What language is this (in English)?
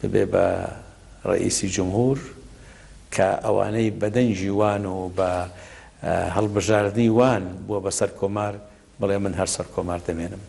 Central Kurdish